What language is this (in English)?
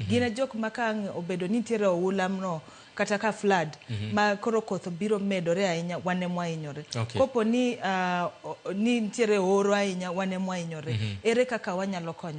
Luo (Kenya and Tanzania)